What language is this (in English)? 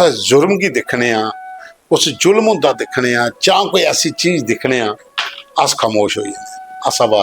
Dogri